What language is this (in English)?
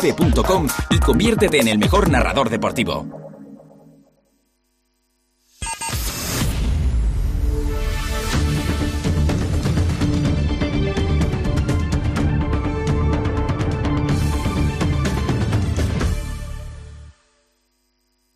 Spanish